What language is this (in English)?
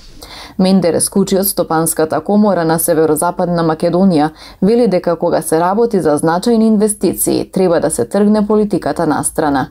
Macedonian